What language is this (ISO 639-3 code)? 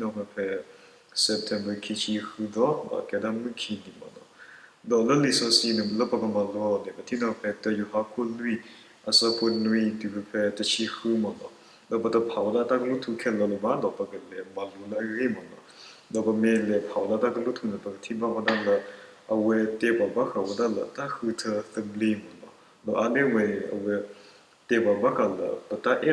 ksw